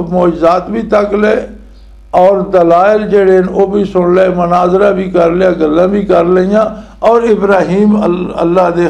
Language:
Western Panjabi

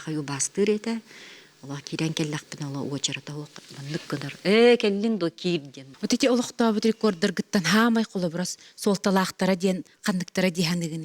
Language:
Yakut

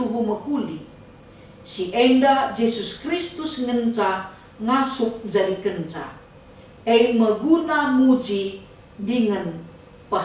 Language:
Batak Karo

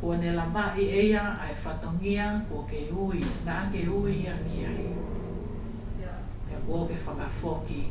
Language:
Tongan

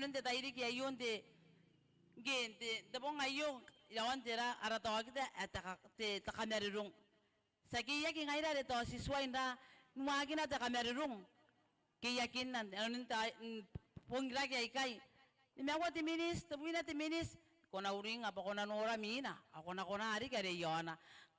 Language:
Gilbertese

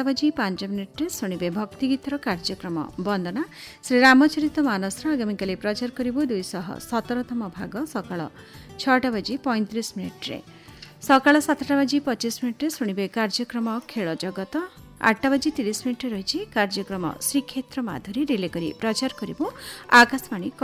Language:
Odia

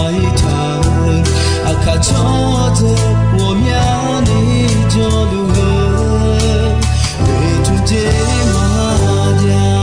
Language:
Akha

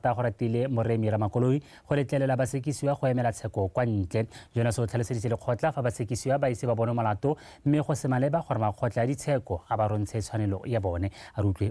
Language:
Tswana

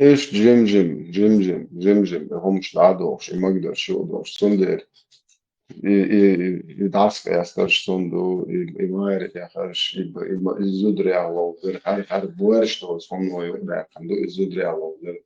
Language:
Chechen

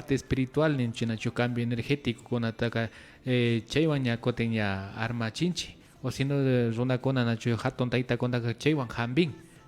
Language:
Imbabura Highland Quichua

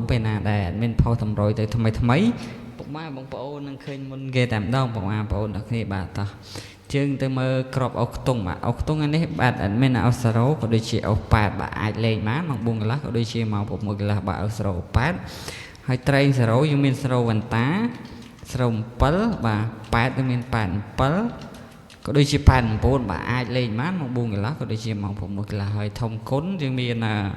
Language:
Khmer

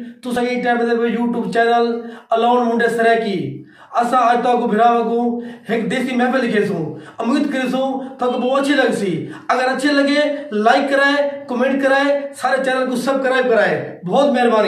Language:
Saraiki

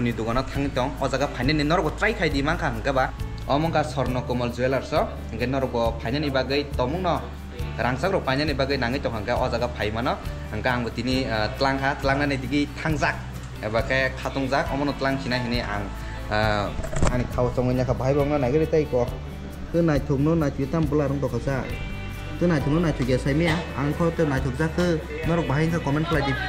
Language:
Kok Borok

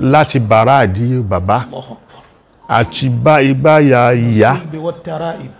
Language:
Yoruba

